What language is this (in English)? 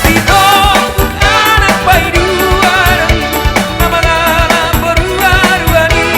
Batak Toba